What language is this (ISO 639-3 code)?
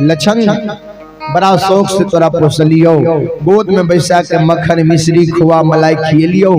mai